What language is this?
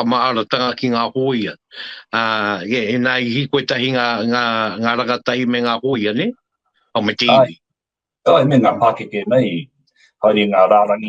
Māori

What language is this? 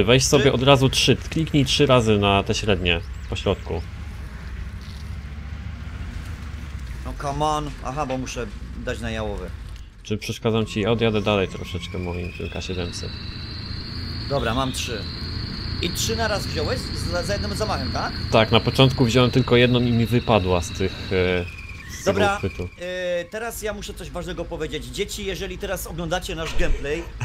Polish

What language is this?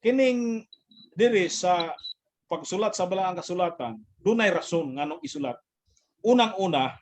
Cebuano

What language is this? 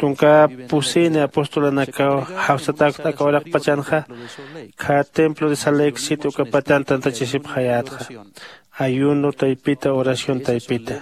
Aymara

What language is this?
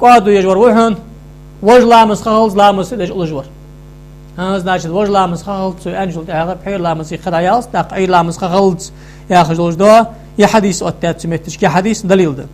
Ingush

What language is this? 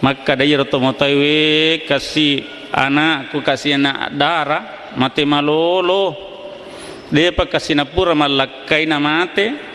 Buginese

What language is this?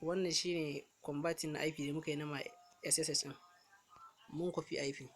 Hausa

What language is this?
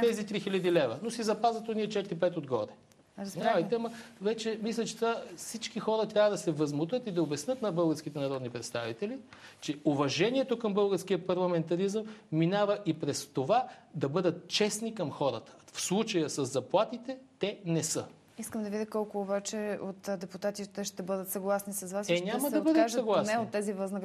Bulgarian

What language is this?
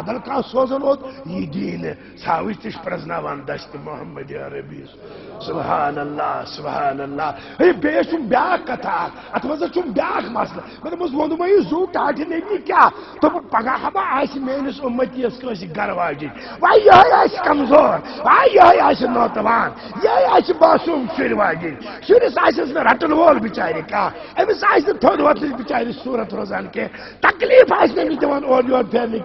Kashmiri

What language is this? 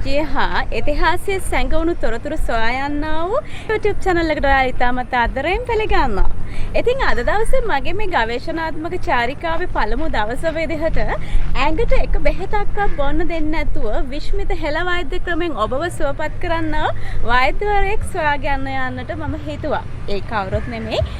Sinhala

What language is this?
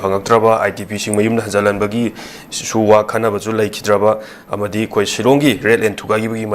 Manipuri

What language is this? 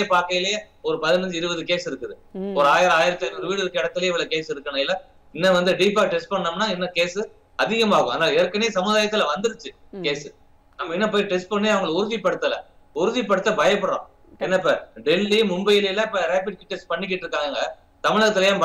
Tamil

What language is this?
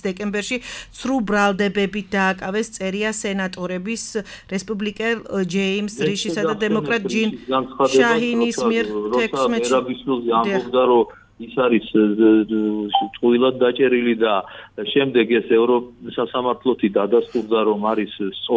Georgian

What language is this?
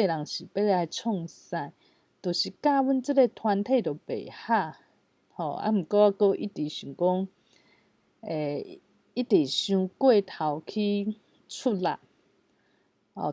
Min Nan Chinese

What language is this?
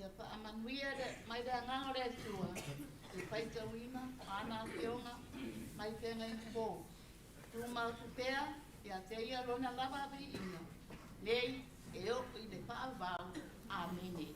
Samoan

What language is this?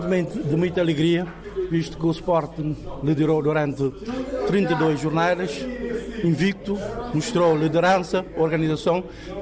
Portuguese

